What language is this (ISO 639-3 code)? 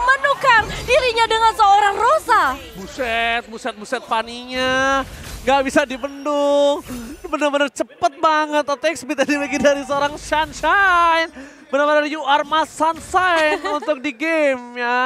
ind